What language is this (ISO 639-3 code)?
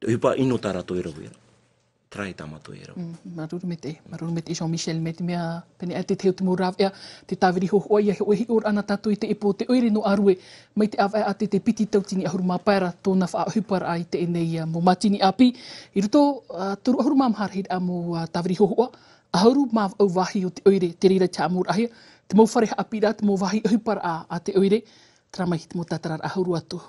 tah